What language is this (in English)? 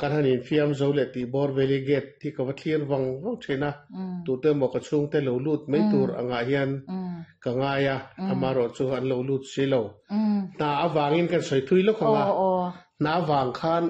Mizo